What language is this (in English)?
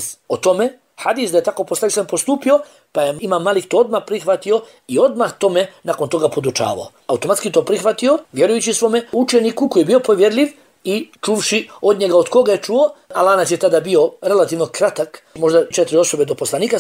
Bosnian